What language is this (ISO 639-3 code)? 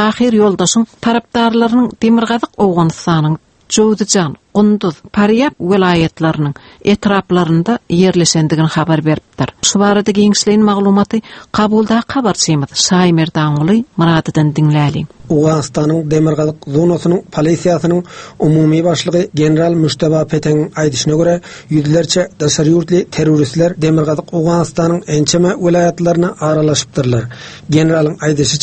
tuk